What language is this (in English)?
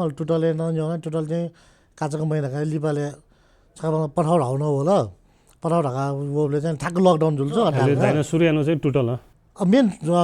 Newari